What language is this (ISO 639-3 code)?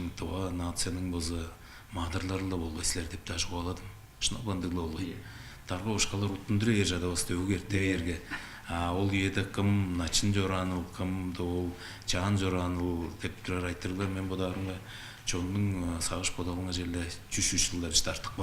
tyv